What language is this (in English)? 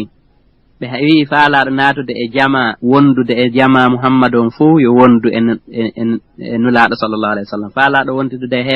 Fula